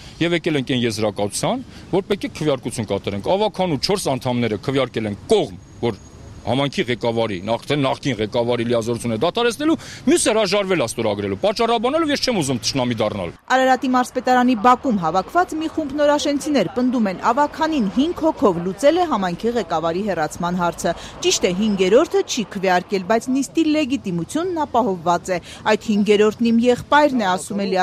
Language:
Armenian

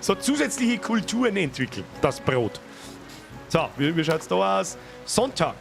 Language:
Bavarian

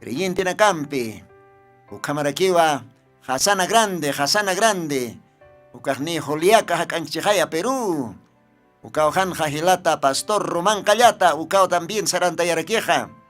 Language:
Aymara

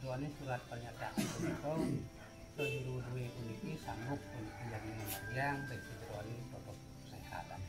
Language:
Balinese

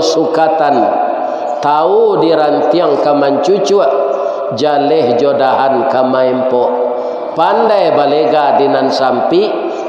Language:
Minangkabau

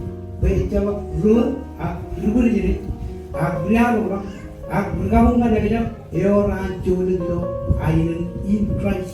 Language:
Marshallese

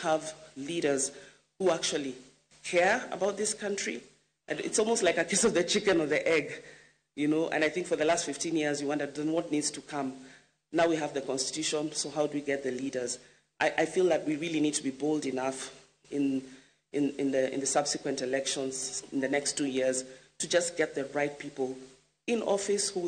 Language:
Luo (Kenya and Tanzania)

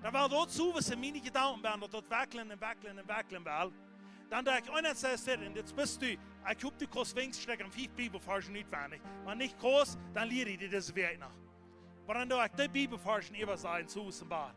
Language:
Plautdietsch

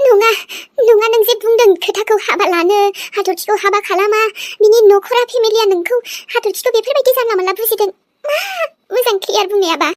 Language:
Bodo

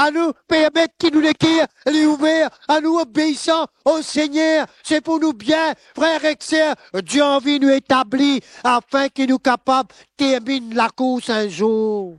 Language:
Morisyen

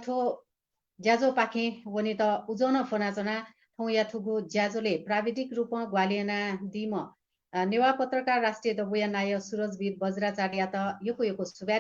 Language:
Newari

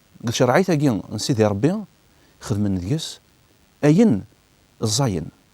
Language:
Kabyle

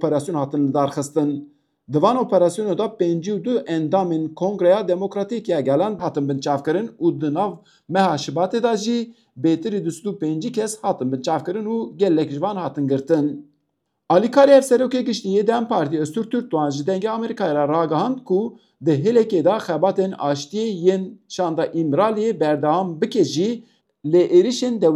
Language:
Kurdish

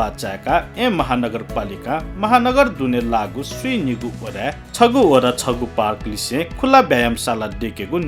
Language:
Newari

